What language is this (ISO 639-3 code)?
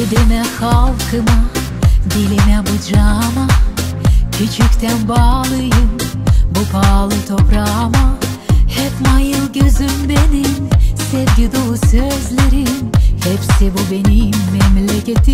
gag